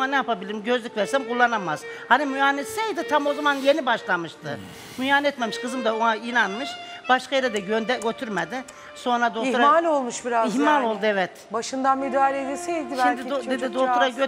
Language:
Turkish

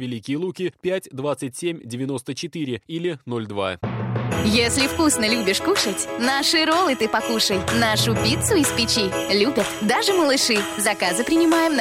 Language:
Russian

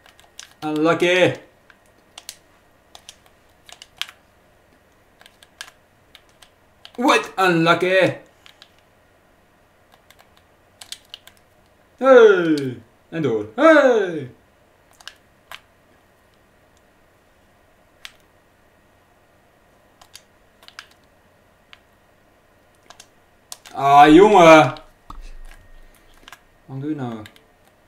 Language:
Dutch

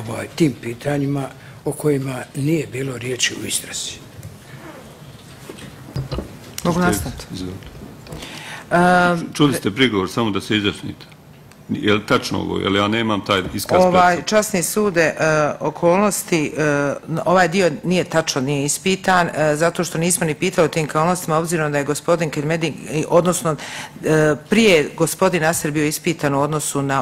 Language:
Bosnian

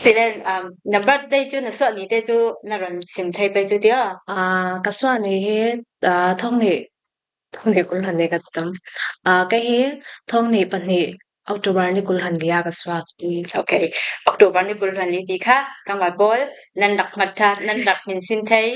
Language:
Falam Chin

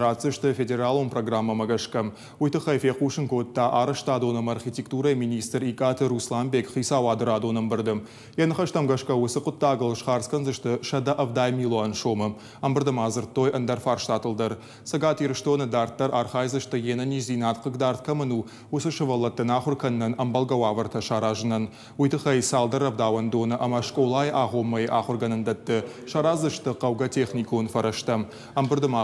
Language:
Ossetic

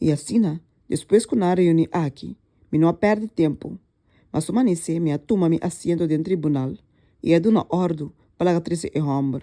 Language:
Papiamento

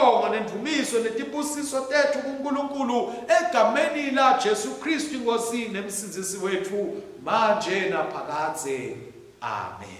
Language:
Swati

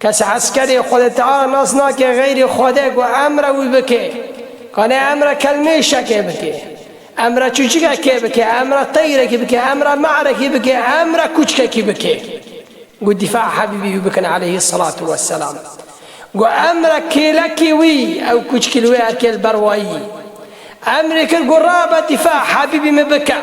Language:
Kurdish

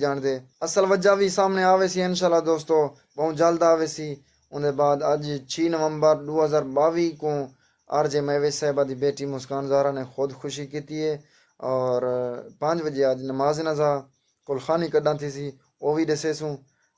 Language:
Saraiki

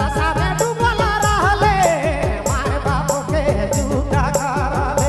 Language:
Sadri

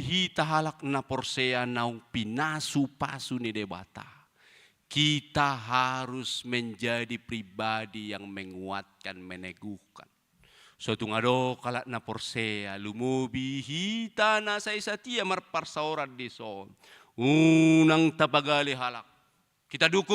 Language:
Batak Toba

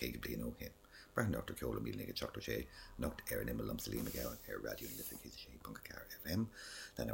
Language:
Irish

